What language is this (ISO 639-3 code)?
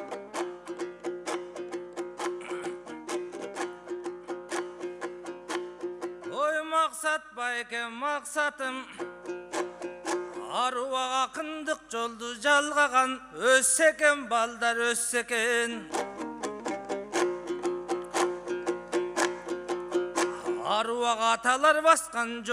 kaz